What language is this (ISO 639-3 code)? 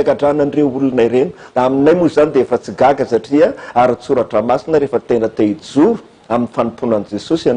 mlg